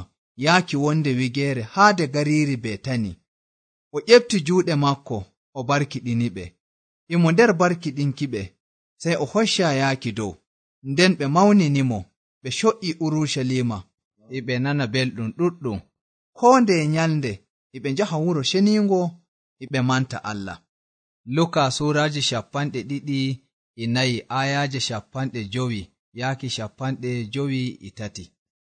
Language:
Nigerian Fulfulde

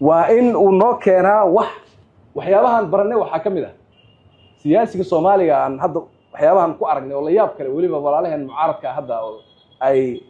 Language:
Somali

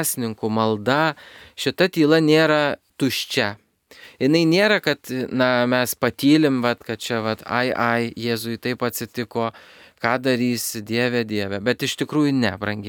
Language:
Lithuanian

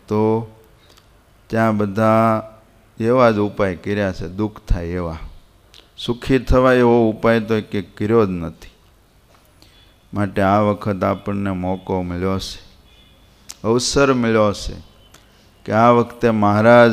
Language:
Gujarati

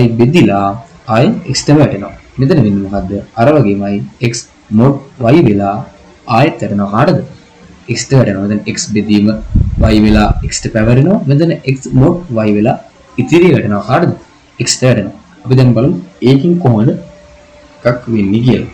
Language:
Sinhala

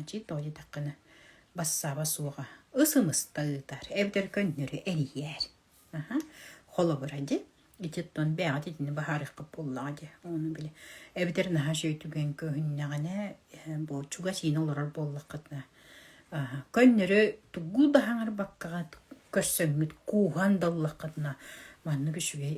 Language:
Yakut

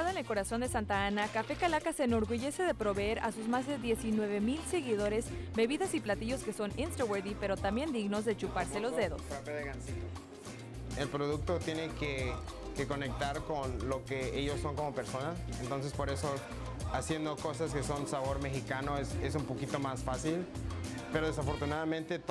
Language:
Spanish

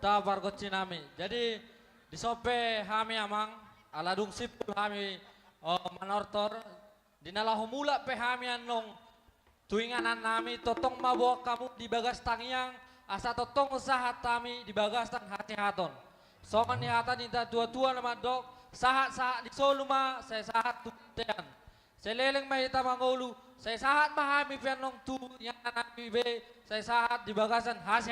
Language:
Batak Toba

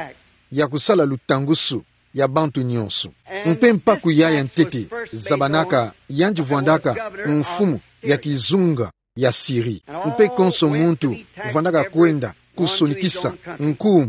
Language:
Kituba (Democratic Republic of Congo)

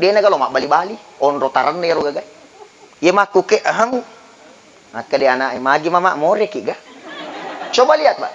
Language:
Buginese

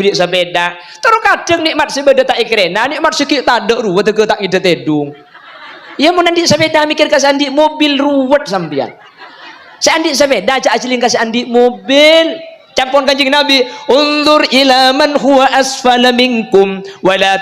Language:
Madurese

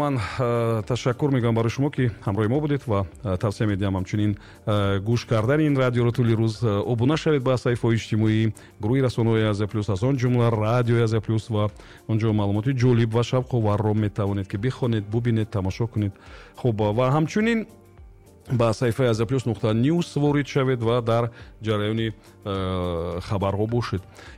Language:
Tajik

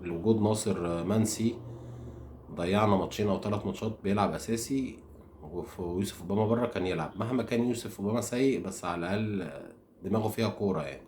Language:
Egyptian Arabic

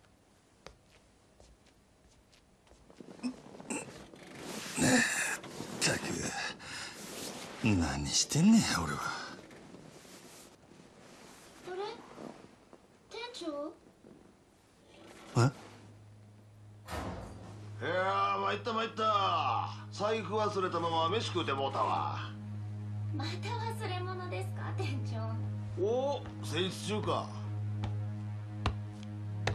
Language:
Japanese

